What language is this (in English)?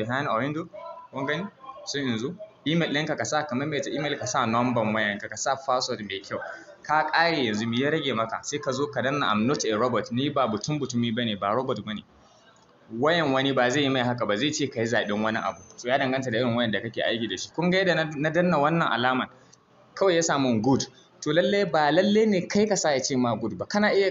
Hausa